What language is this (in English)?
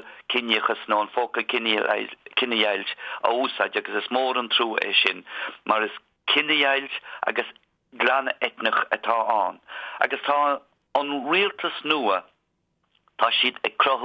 Irish